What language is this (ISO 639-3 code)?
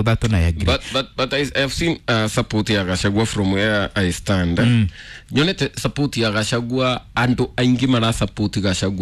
kik